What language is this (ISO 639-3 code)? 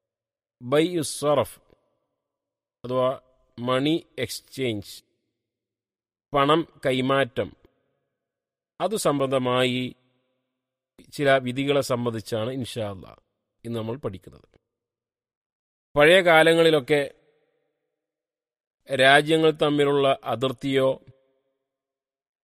mal